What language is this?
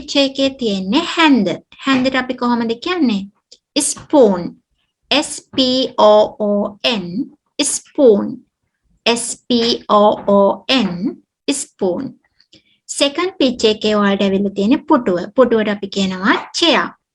Sinhala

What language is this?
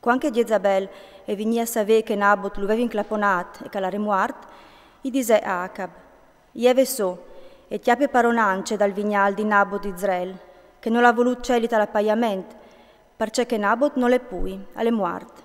Friulian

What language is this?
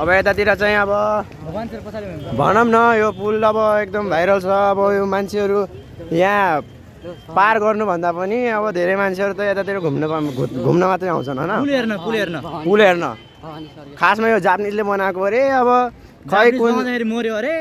Nepali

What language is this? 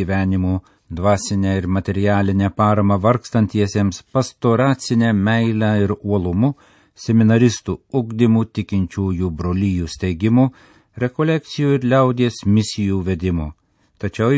Lithuanian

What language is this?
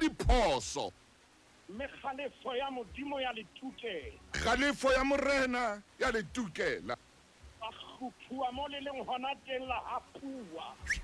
Southern Sotho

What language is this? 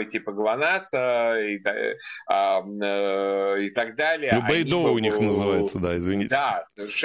Russian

